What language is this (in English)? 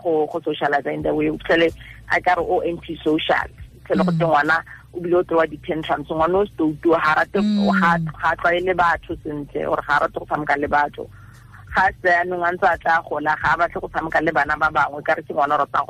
Tswana